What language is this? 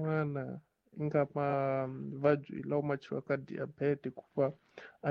Tsonga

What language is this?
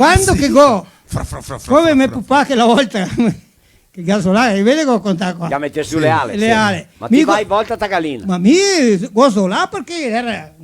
Venetian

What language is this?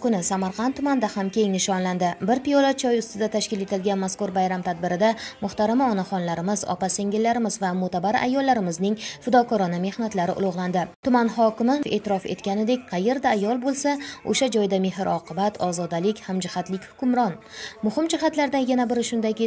Uzbek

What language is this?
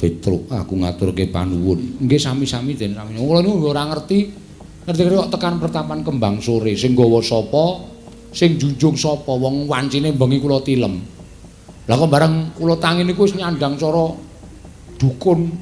Javanese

